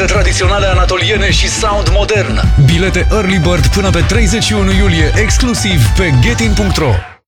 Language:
Romanian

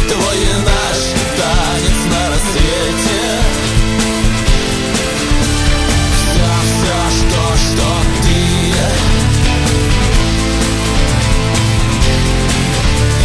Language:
Russian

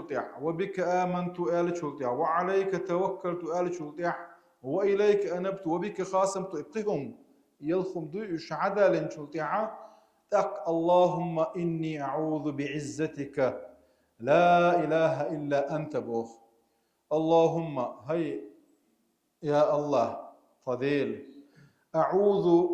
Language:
Chechen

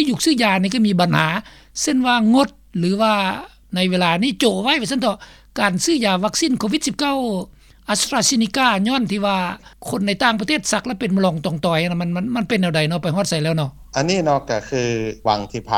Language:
Lao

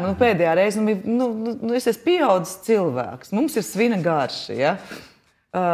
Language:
Latvian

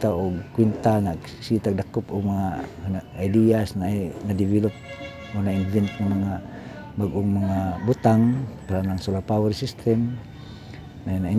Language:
Cebuano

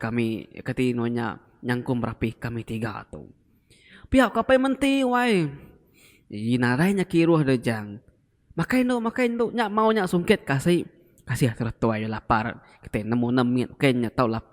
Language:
Iban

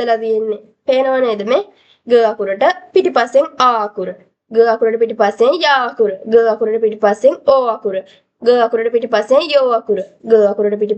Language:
Sinhala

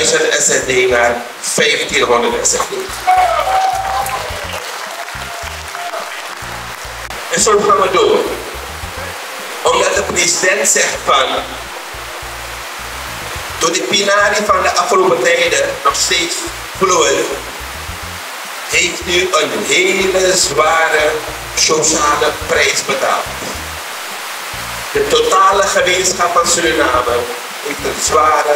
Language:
Dutch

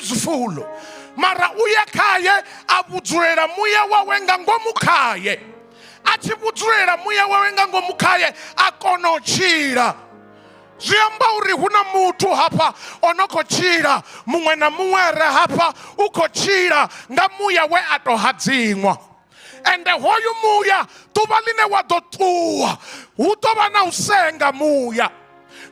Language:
Venda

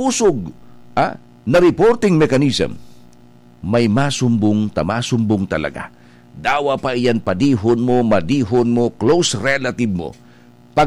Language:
Bikol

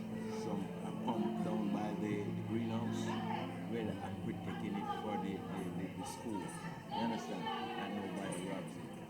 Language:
Jamaican Creole English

